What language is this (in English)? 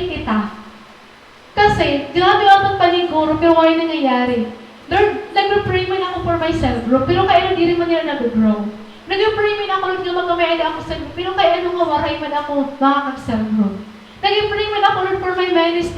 Waray